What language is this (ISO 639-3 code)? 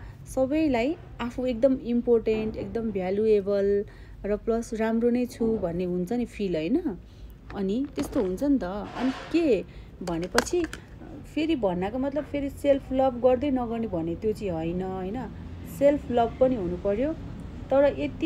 nep